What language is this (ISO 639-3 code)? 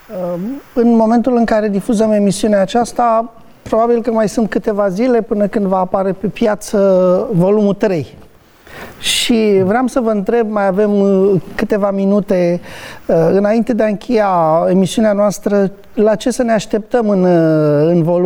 ron